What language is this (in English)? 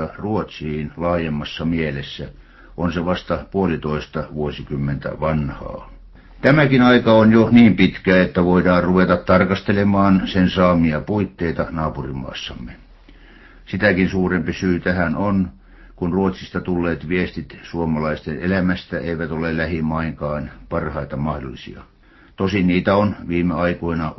Finnish